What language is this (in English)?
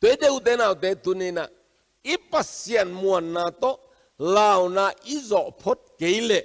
Tedim Chin